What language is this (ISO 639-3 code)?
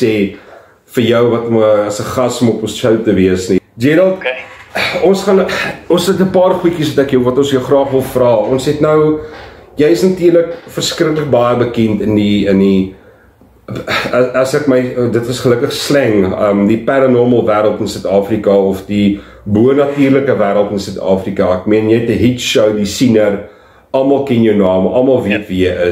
afr